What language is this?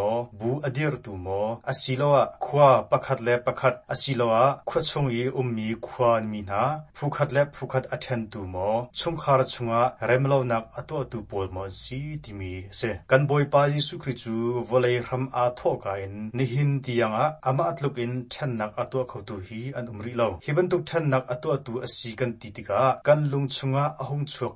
Hakha Chin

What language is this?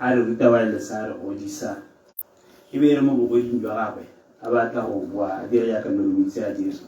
Tswana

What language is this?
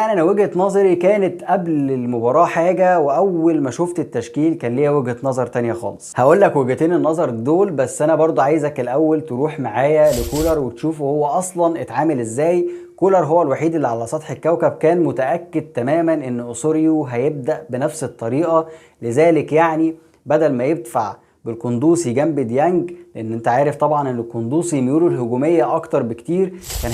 Egyptian Arabic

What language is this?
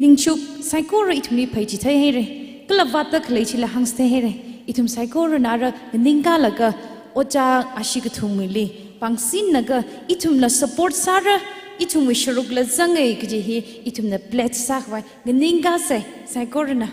Tangkhul Naga (India)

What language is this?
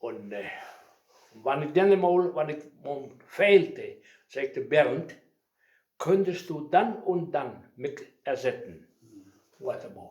Westphalien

